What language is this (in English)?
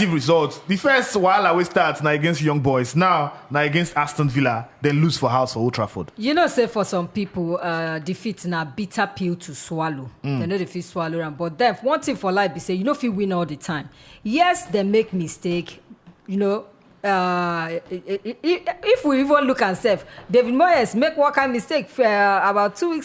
Nigerian Pidgin